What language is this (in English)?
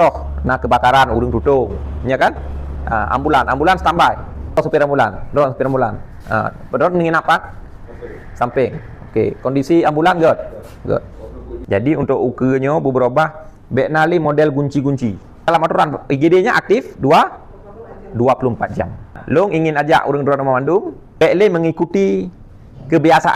Achinese